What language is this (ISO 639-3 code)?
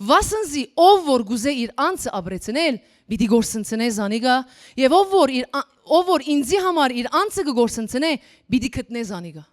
hyw